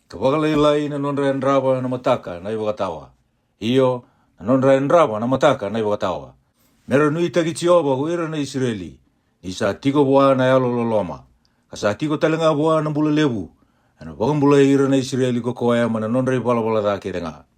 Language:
Fijian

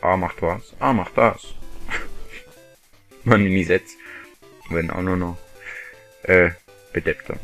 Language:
Swiss German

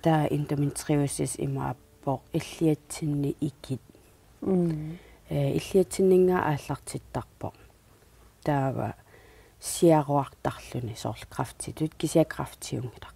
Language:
Kalaallisut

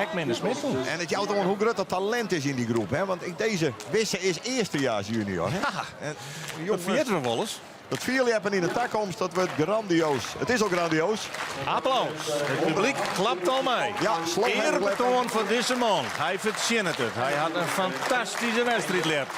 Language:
Western Frisian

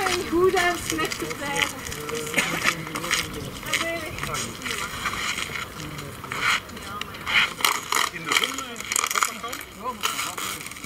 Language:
Dutch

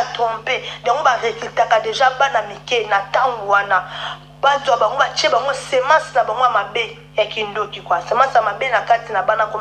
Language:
Lingala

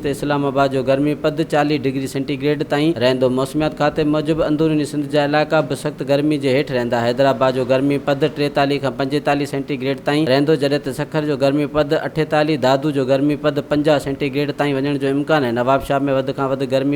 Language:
Sindhi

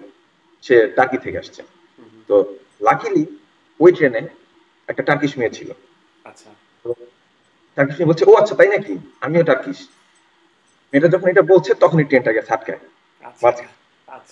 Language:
Bangla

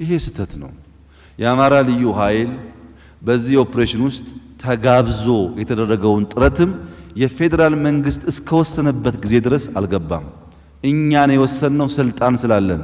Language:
Amharic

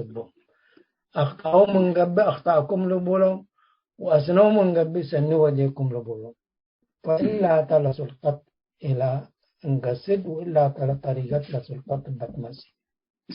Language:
Tigre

